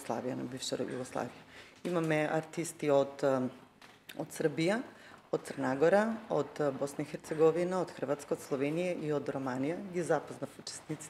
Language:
Macedonian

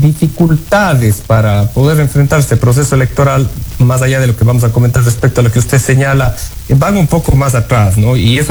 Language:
Spanish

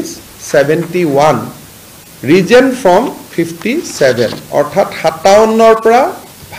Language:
Assamese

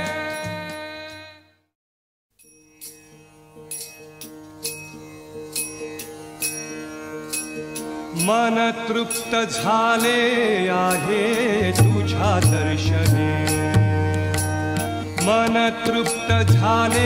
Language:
Marathi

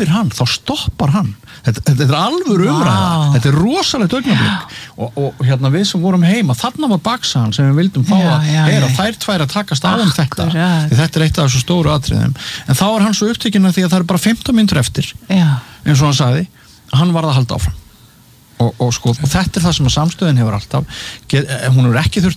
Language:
Icelandic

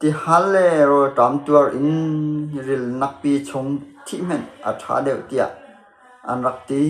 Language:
Hakha Chin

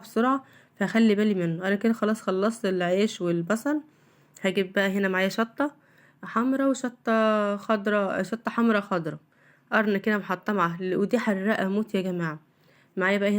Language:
Egyptian Arabic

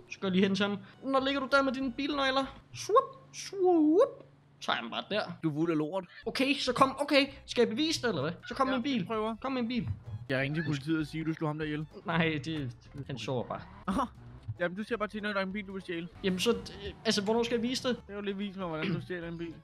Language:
Danish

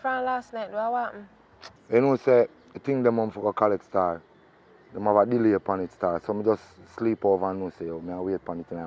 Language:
Jamaican Creole English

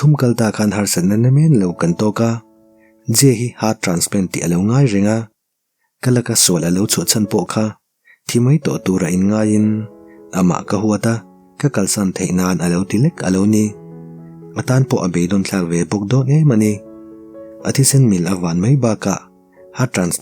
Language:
Mizo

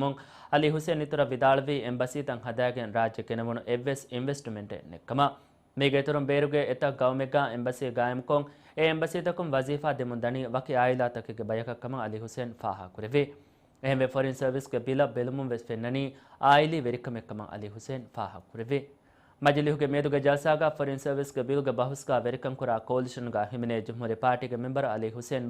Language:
Divehi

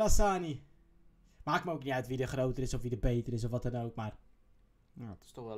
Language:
Dutch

